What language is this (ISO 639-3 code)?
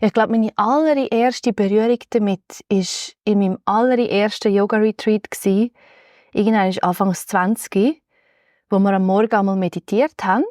gsw